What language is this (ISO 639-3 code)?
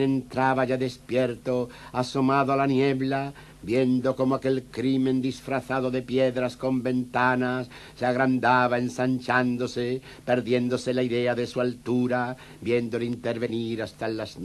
spa